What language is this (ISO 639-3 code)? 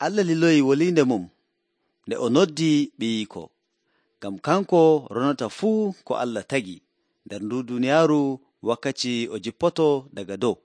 fuv